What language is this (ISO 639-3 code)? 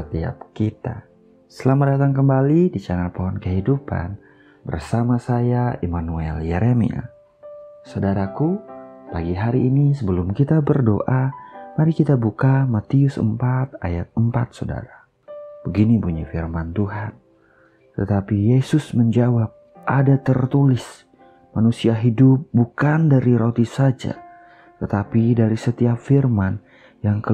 ind